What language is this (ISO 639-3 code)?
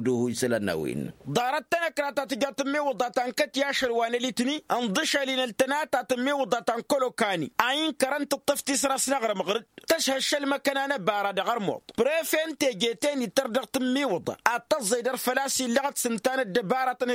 taq